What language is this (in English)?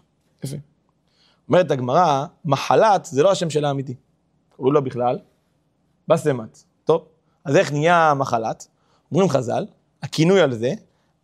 Hebrew